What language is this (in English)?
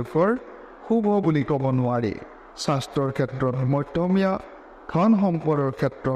Assamese